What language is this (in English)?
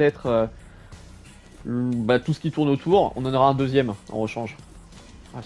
French